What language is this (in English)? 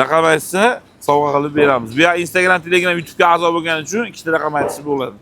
Uzbek